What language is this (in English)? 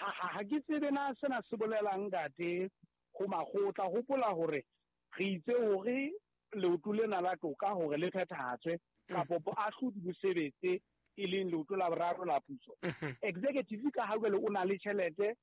Southern Sotho